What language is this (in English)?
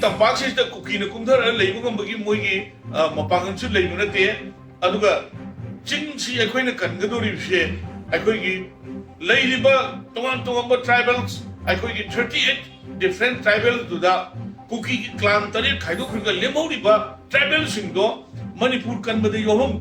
Manipuri